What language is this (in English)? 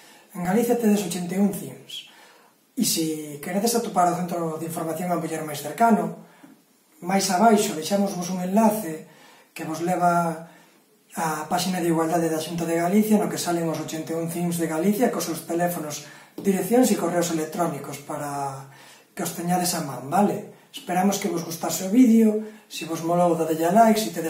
Galician